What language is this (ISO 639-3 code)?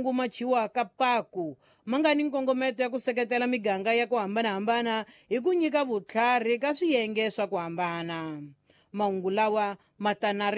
tso